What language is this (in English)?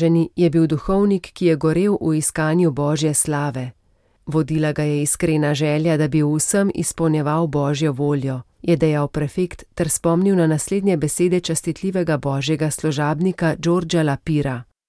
Slovenian